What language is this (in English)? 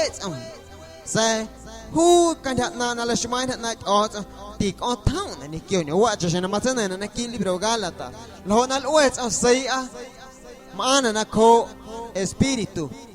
Guerrero Amuzgo